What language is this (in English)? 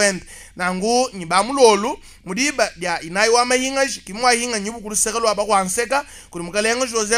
Luba-Lulua